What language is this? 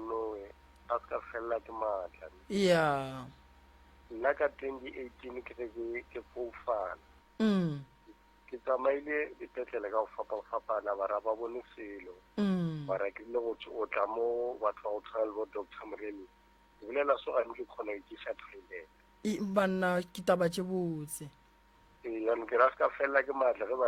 Northern Sotho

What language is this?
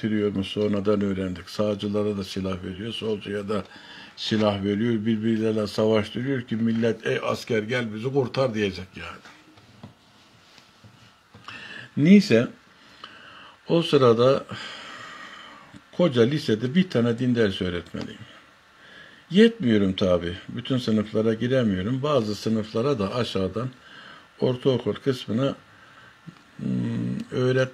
Turkish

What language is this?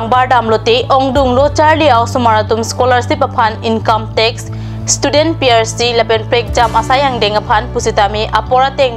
Karbi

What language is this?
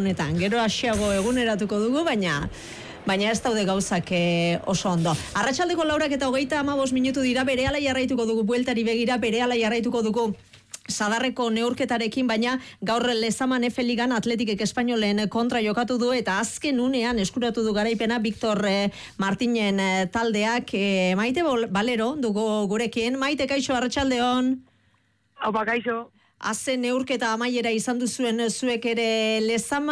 Basque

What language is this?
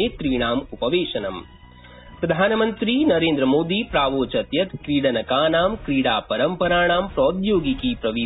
Sanskrit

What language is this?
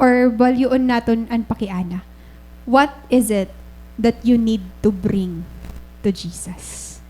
Waray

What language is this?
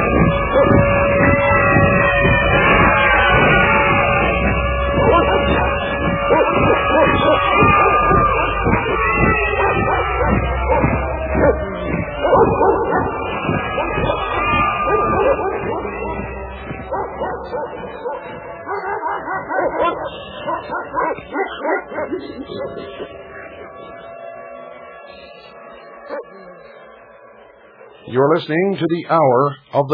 English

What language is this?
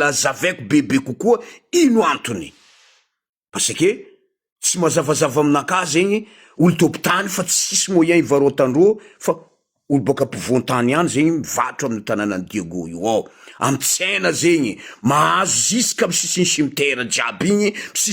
Malagasy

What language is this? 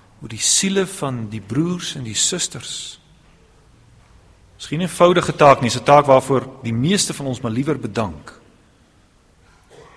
Afrikaans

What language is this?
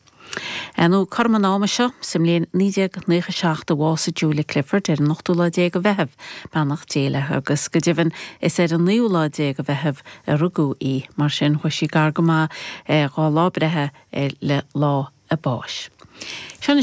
Irish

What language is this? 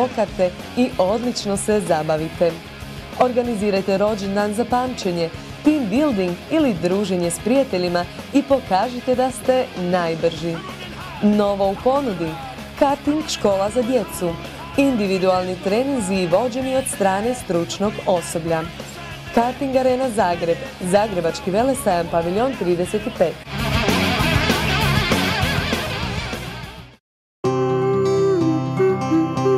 Croatian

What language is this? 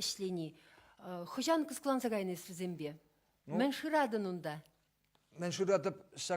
Chuvash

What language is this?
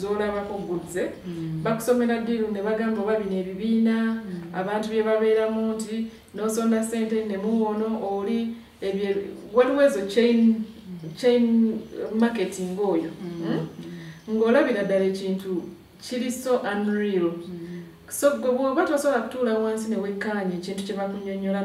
Ganda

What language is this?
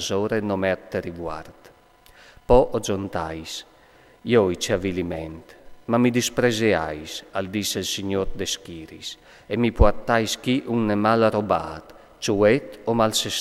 Friulian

